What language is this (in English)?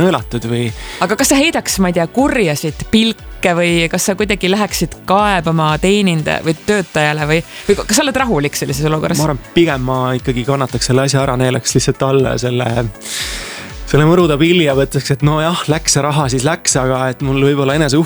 Estonian